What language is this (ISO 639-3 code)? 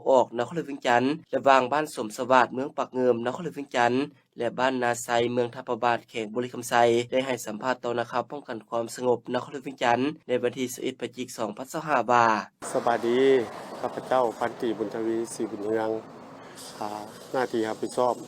lao